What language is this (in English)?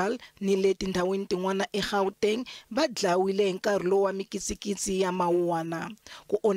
Tsonga